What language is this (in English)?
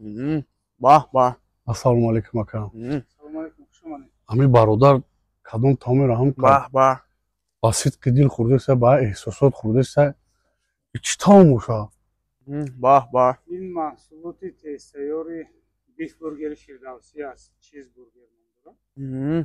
Tajik